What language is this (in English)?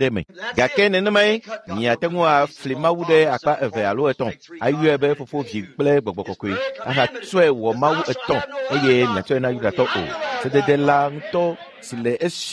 Ewe